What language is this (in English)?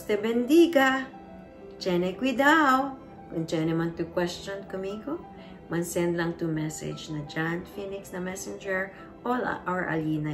Chavacano